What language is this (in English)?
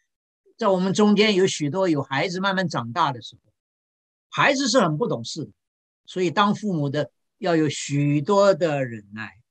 Chinese